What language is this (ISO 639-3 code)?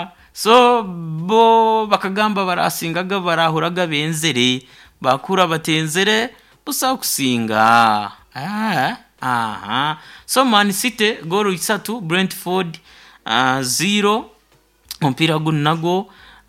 nyo